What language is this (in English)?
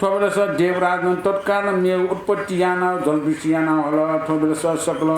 Newari